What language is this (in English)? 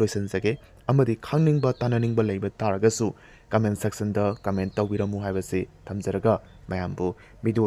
Manipuri